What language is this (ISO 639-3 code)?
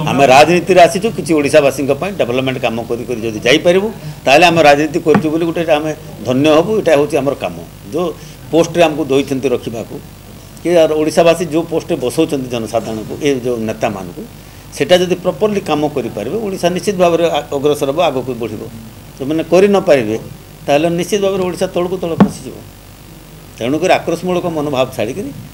ori